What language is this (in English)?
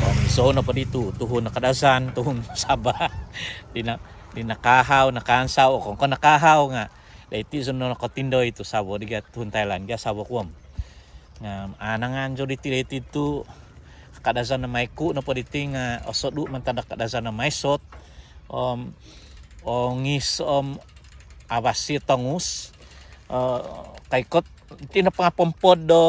Central Dusun